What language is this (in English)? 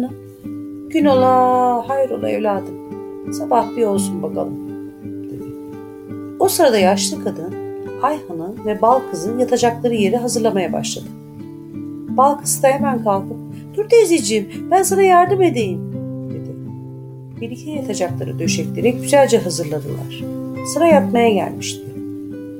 Turkish